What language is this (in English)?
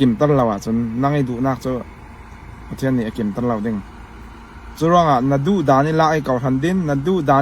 Falam Chin